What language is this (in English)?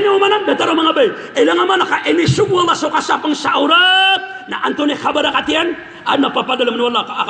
Maranao